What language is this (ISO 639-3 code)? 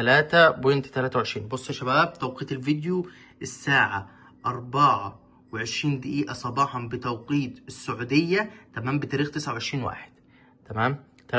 arz